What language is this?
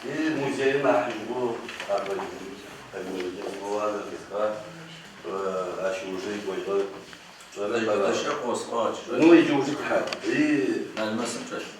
Adyghe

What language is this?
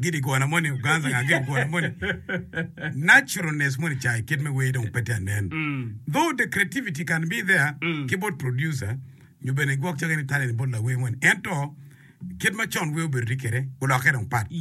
Acoli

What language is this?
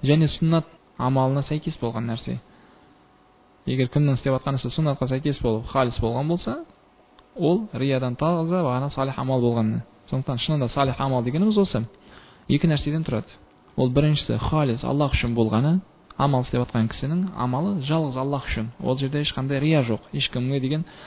Kazakh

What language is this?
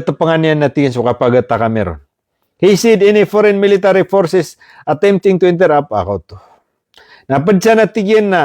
Maranao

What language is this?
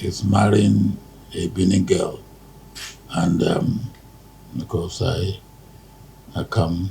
Nigerian Pidgin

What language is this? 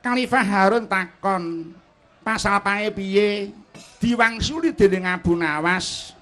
Javanese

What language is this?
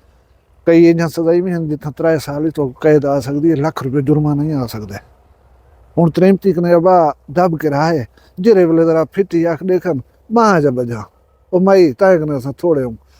Saraiki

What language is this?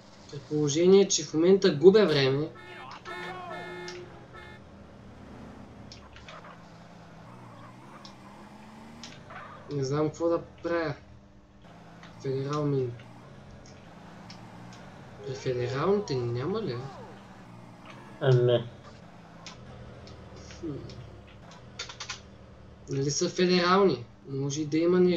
Bulgarian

